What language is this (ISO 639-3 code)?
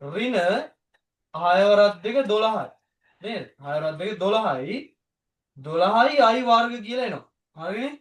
sin